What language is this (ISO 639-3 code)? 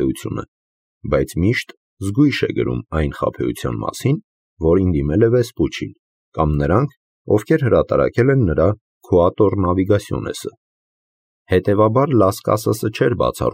hye